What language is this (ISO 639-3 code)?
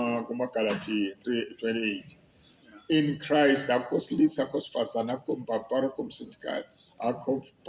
zul